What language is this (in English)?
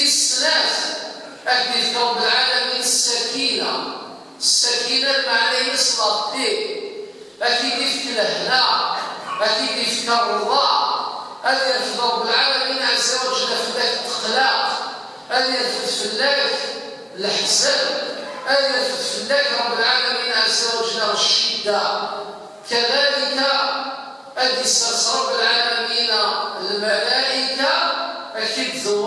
Kabyle